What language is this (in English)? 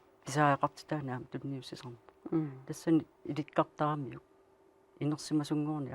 Kalaallisut